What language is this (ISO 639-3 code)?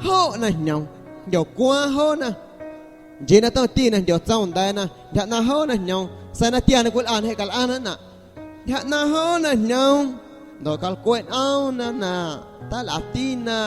amu